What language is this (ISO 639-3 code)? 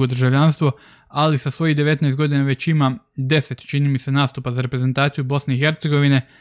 hrv